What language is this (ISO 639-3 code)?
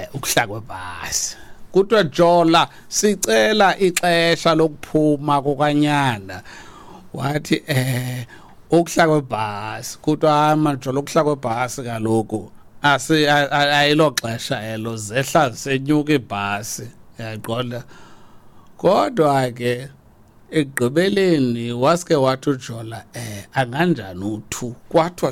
xho